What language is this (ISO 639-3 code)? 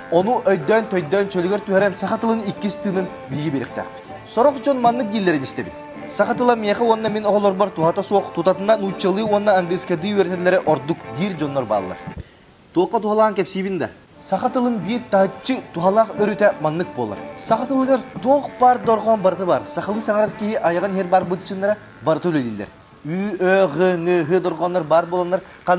sah